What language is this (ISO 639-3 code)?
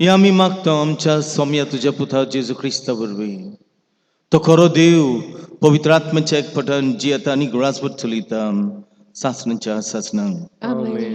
kok